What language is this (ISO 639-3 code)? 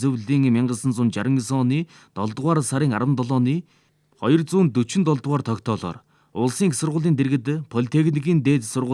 mon